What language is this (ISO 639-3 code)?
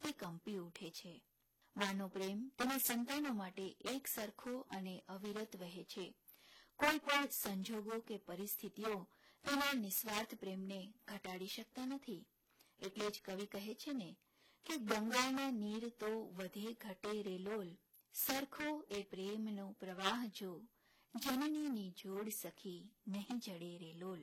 guj